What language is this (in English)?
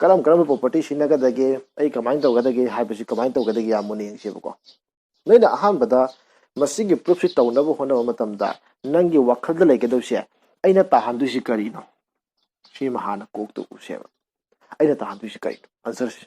Manipuri